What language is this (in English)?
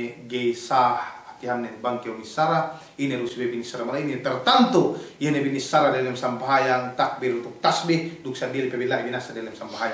Yakan